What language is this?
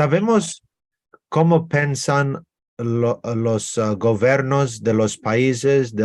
Ladino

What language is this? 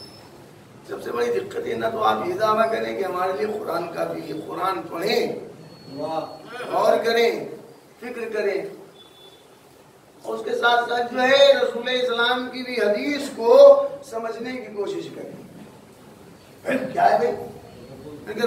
Urdu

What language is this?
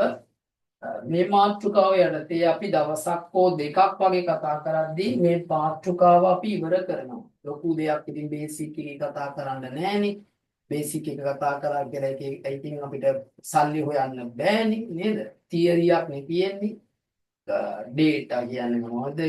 Sinhala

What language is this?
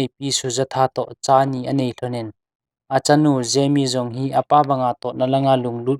Thado Chin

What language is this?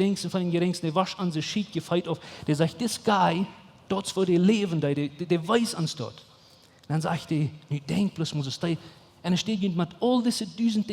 Plautdietsch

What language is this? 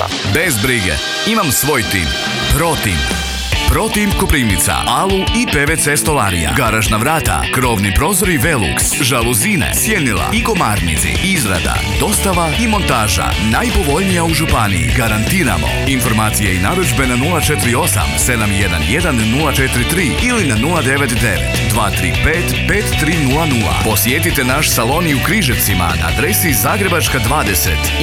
Croatian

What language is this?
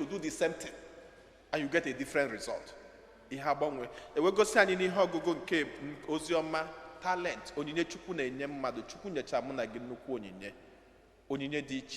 Igbo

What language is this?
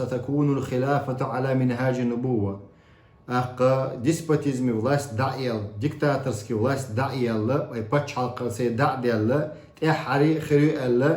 Chechen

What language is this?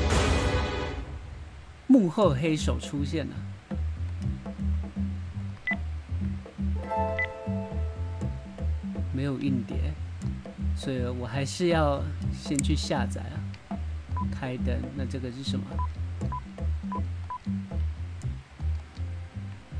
Chinese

